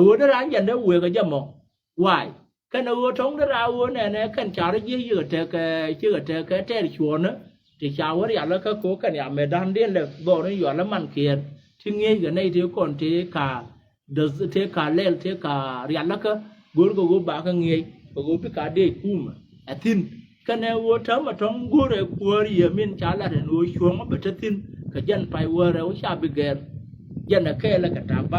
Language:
Nuer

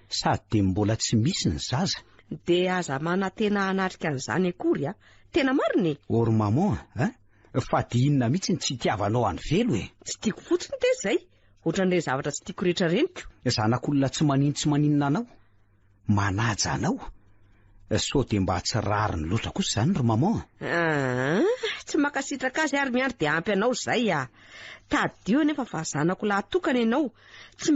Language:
Malagasy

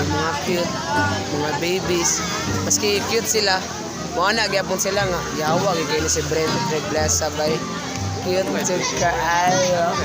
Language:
Cebuano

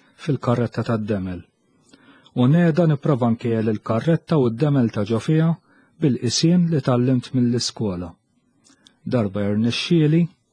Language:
Maltese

